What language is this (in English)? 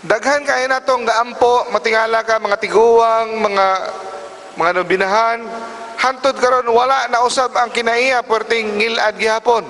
Cebuano